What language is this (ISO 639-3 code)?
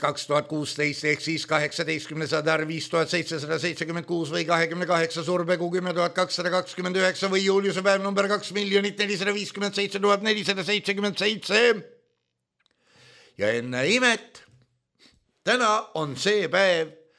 est